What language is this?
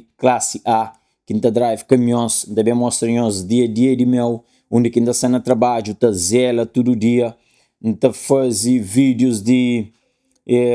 Kabuverdianu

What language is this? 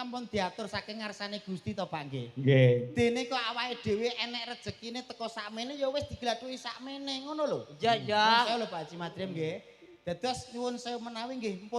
Javanese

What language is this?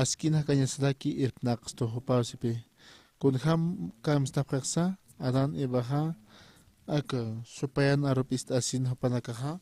Aymara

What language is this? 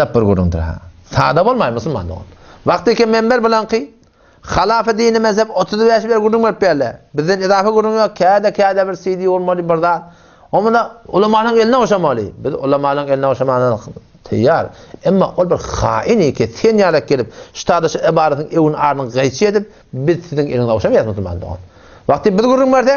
Turkmen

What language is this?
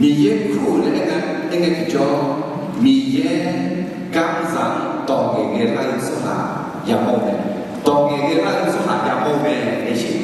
Akha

